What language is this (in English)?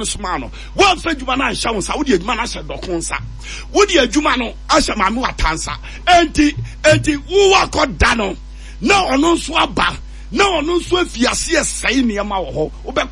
Akan